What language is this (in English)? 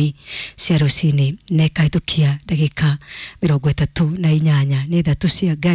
Kikuyu